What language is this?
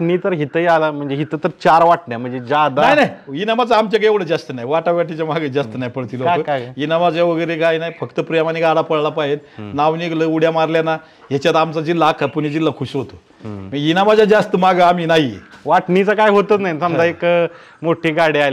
Marathi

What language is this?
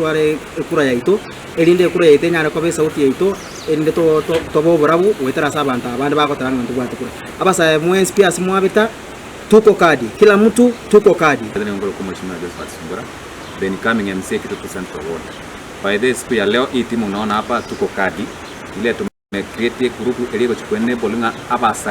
Gusii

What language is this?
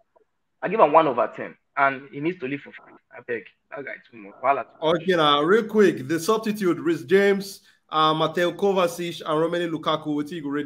Nigerian Pidgin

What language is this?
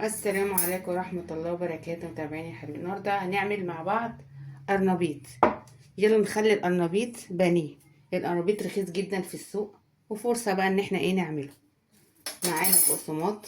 Egyptian Arabic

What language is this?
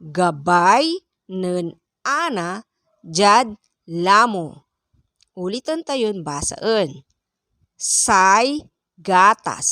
Pangasinan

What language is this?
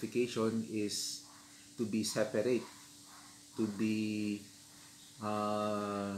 Filipino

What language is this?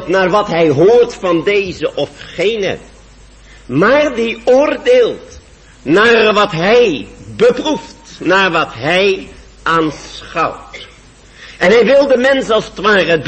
Dutch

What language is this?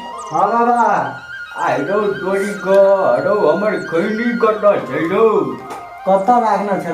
Maithili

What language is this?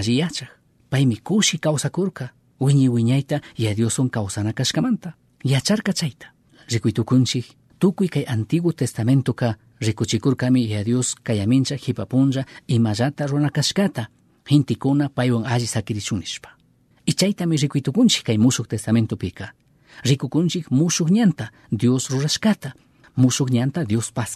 Chimborazo Highland Quichua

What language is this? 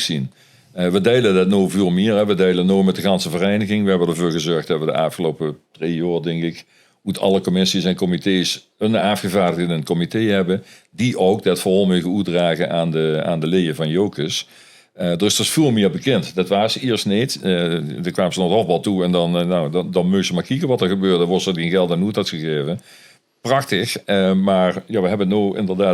Limburgish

